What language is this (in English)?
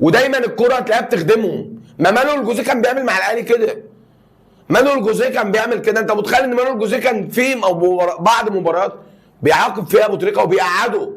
Egyptian Arabic